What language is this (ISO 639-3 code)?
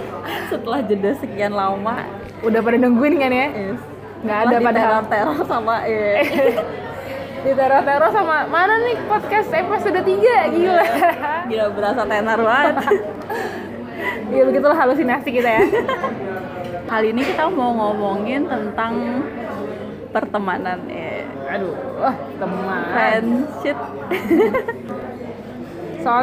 ind